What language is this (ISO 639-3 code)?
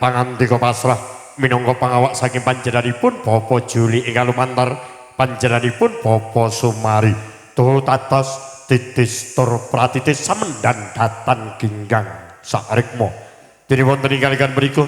jav